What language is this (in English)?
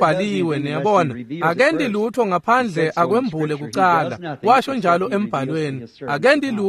Swati